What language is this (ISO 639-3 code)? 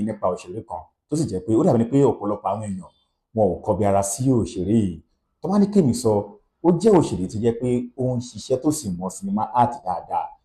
yor